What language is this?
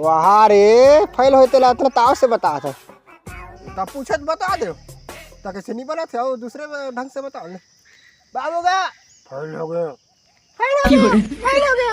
Chhattisgarhi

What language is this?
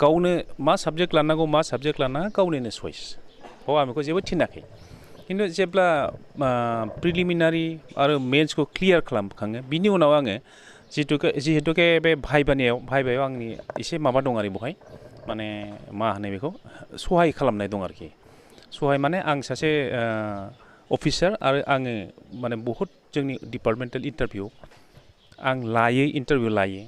Bodo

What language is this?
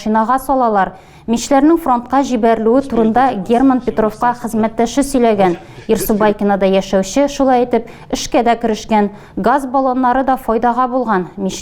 Tatar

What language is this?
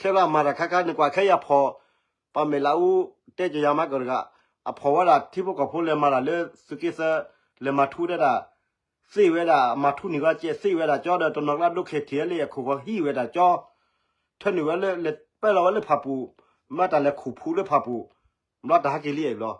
S'gaw Karen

